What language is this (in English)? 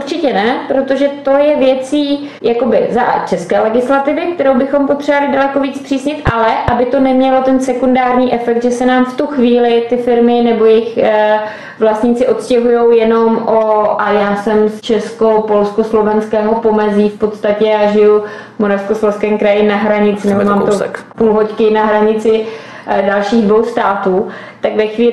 Czech